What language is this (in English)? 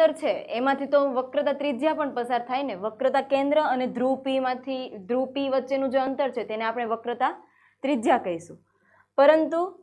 Gujarati